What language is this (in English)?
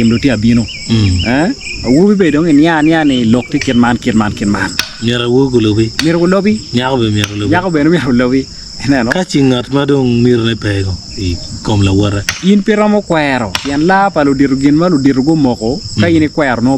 Acoli